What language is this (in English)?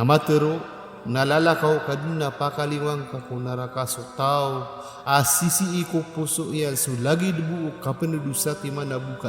Maranao